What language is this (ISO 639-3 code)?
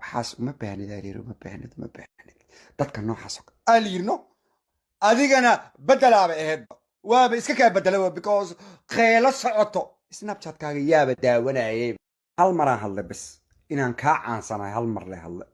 som